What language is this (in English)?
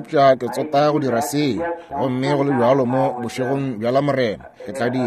Northern Sotho